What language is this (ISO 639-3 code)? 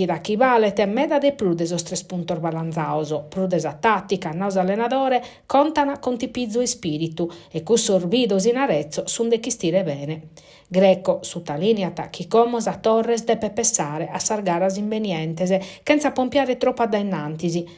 srd